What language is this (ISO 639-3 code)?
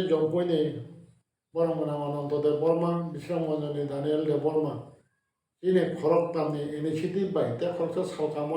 trp